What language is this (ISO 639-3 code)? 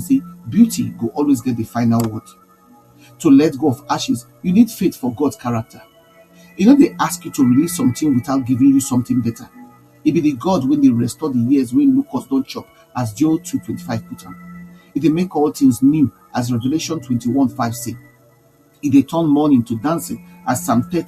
pcm